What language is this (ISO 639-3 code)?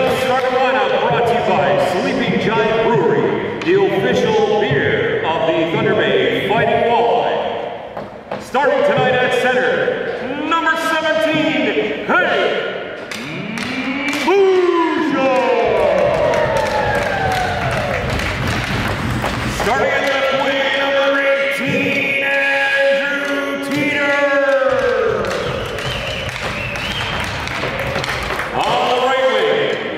eng